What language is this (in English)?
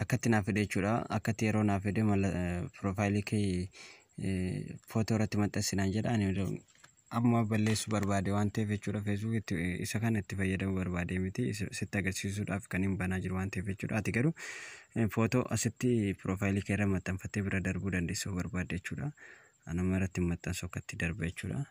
Oromo